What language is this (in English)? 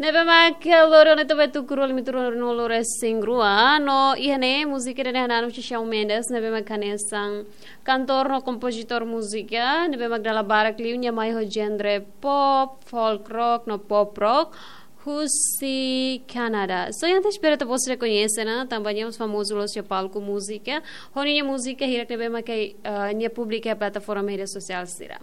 Tetum